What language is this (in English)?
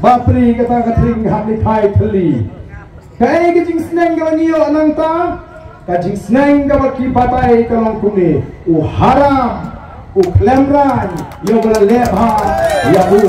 Khasi